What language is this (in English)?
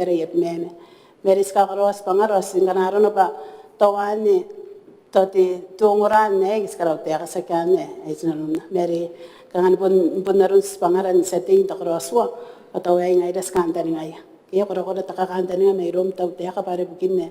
Gilbertese